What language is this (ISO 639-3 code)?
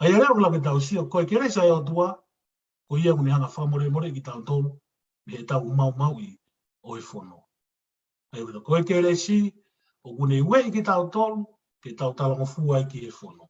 ton